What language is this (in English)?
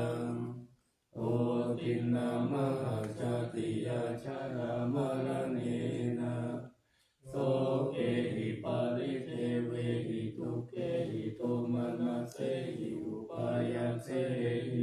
Pali